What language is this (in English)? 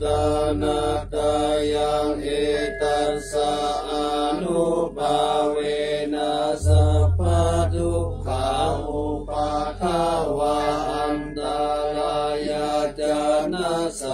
Pali